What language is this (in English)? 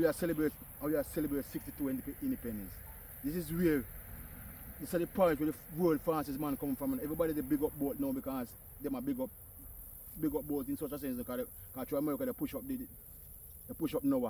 Jamaican Creole English